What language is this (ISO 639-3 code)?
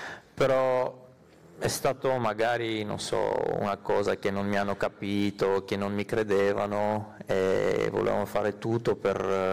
ita